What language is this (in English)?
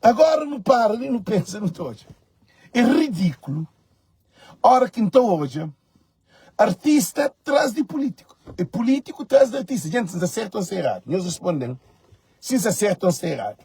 Kabuverdianu